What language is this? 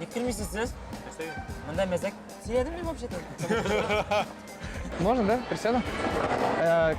Tatar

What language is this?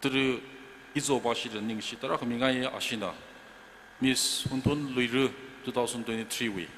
Tangkhul Naga (India)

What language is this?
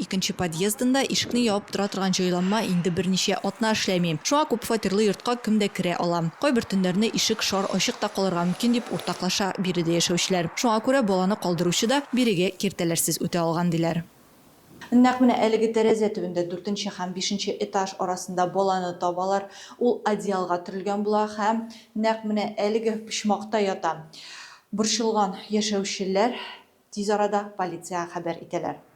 Tatar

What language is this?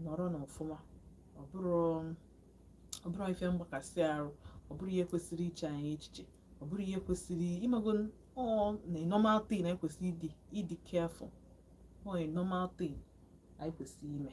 Igbo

